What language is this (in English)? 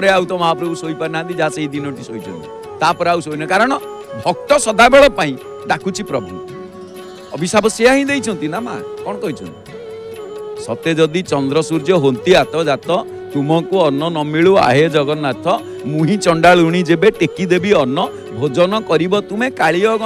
Odia